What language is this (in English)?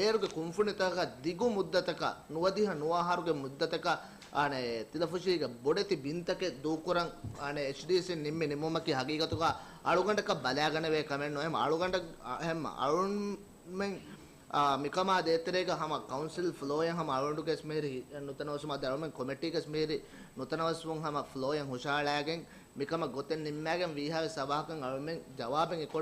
Divehi